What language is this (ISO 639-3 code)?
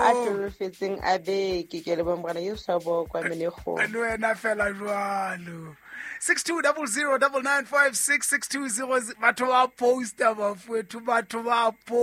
sot